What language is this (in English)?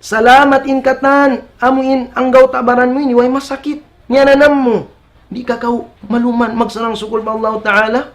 Tausug